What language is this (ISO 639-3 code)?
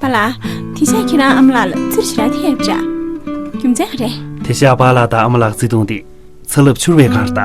bod